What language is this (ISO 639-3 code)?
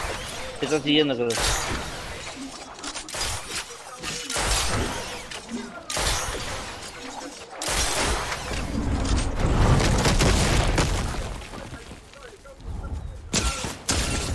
spa